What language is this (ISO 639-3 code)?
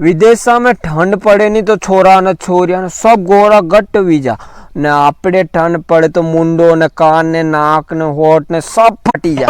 raj